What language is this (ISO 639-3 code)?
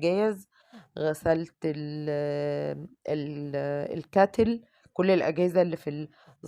arz